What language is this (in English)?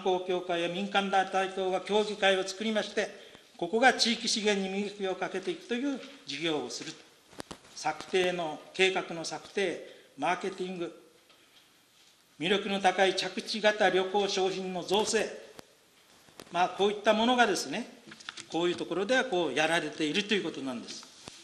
Japanese